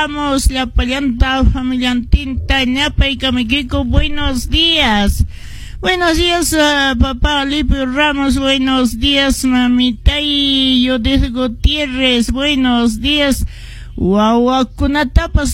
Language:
Quechua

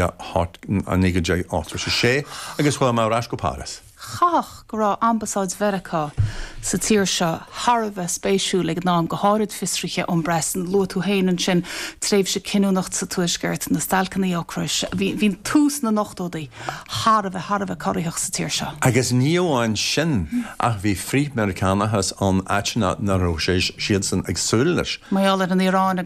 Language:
Irish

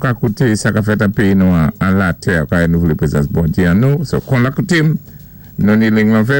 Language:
Saint Lucian Creole French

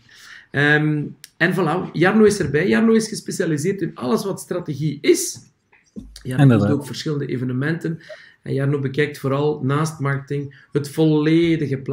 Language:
Dutch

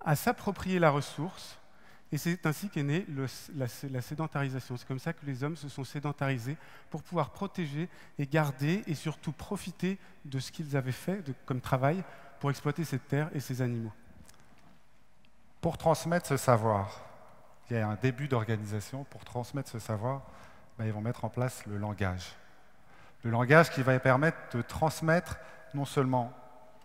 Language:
French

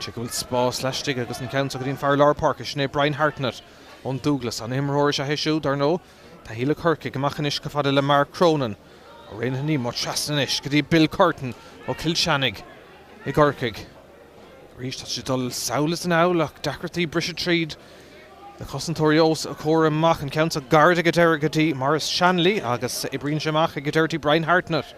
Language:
Irish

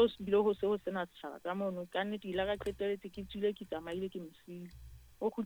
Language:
Southern Sotho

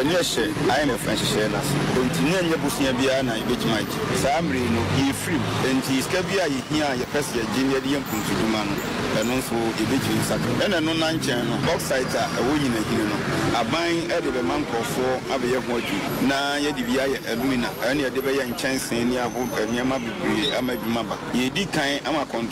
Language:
Akan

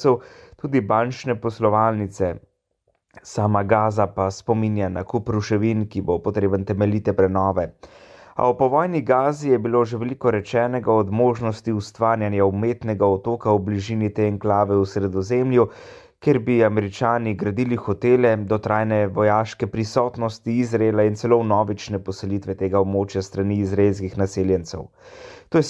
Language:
Slovenian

